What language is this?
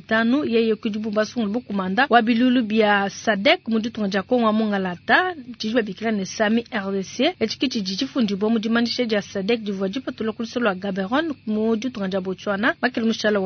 Luba-Lulua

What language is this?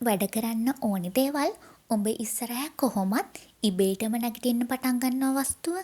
Sinhala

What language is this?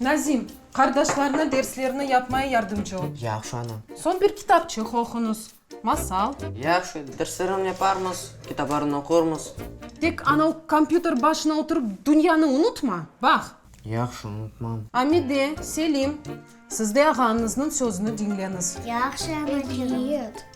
Crimean Tatar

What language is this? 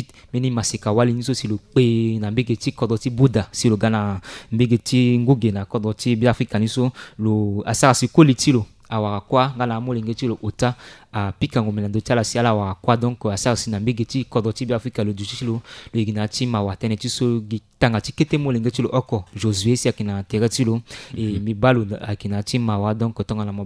Sango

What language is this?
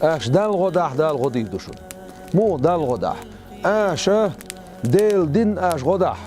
Chechen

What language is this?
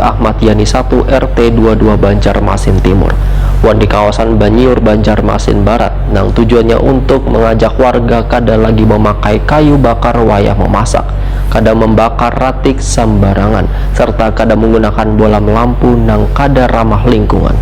Banjar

